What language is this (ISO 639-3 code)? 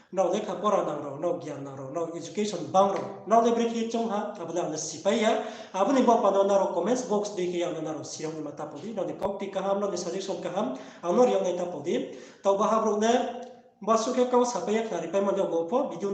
ria